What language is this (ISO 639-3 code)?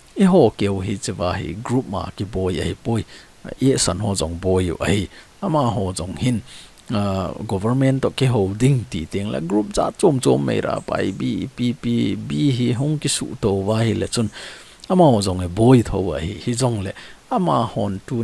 tcz